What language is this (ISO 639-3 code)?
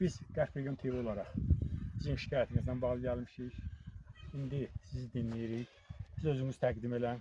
aze